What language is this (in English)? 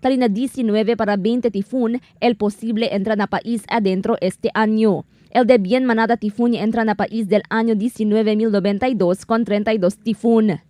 Chavacano